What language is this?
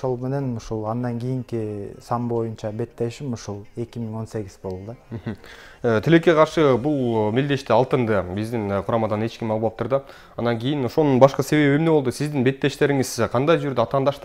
Kyrgyz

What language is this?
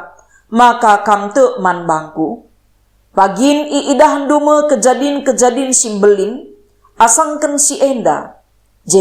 Batak Karo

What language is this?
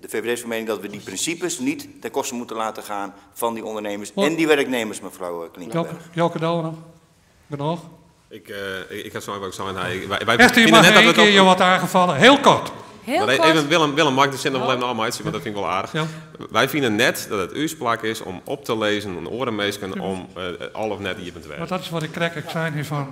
Western Frisian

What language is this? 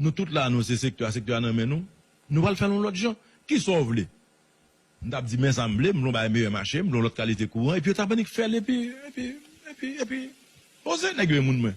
Haitian Creole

